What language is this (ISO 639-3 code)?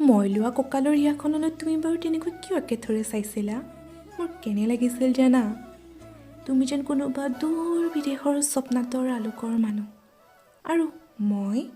asm